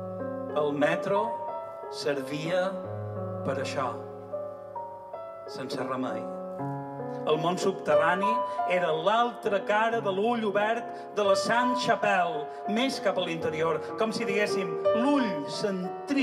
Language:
Catalan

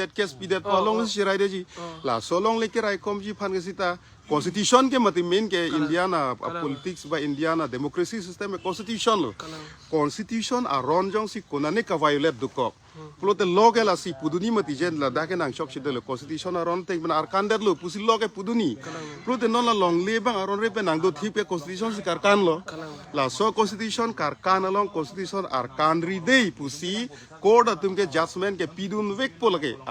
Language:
Karbi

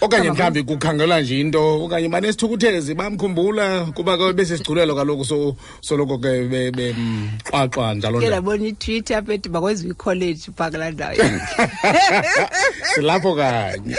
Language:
Xhosa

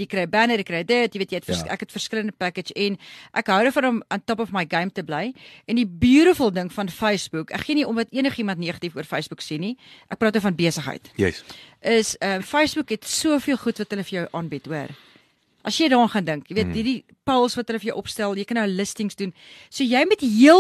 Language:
Afrikaans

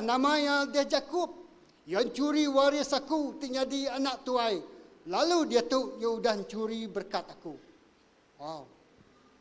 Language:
Iban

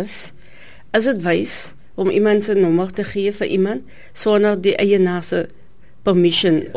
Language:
Afrikaans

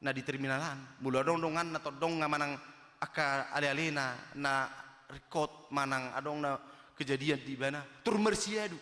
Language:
Batak Toba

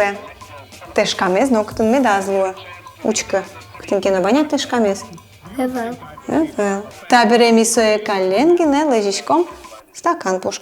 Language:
Udmurt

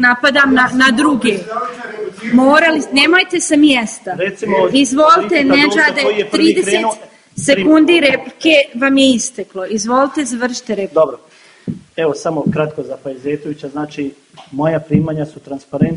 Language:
Bosnian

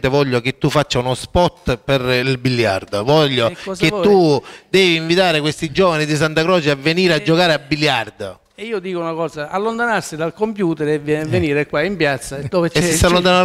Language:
Italian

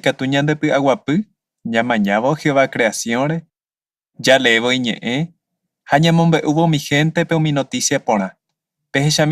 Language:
Guarani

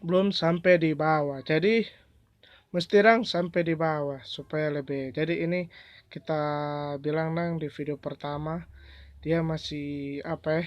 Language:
Manado Malay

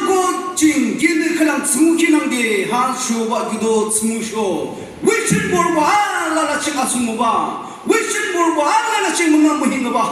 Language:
Naga Pidgin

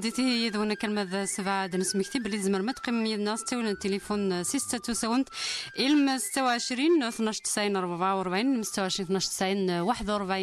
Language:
Kabyle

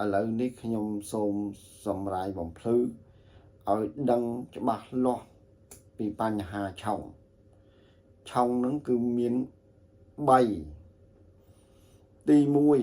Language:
Khmer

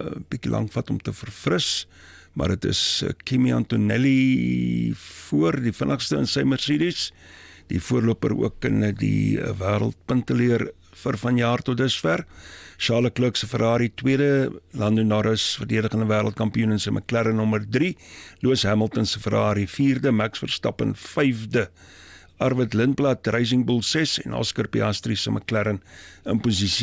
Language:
Afrikaans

